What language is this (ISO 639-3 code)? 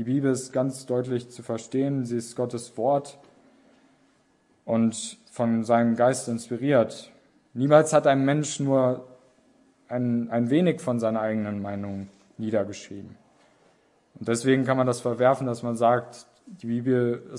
deu